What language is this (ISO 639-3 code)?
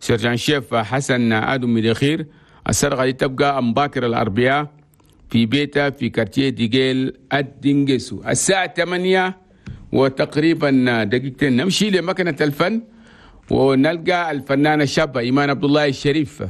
shu